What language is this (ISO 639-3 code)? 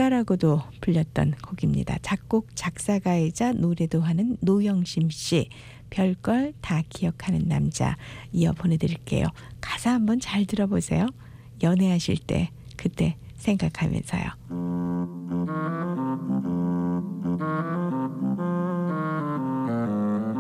kor